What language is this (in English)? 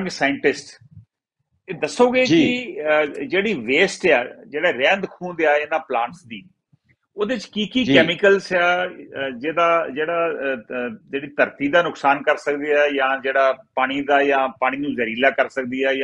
Punjabi